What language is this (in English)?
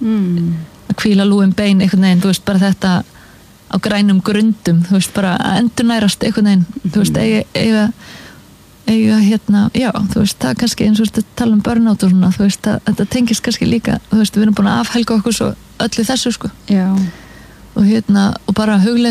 Icelandic